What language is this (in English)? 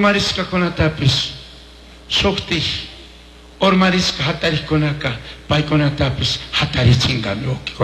Chimborazo Highland Quichua